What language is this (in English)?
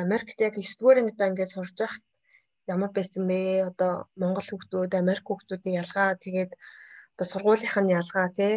Mongolian